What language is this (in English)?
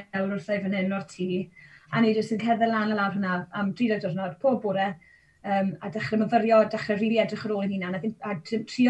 Welsh